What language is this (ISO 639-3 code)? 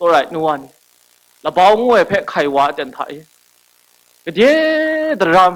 kac